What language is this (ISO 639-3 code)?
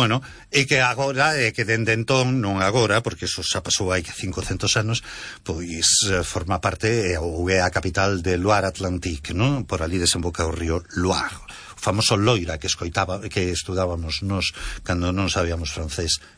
glg